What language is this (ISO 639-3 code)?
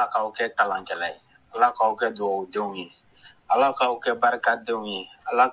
bam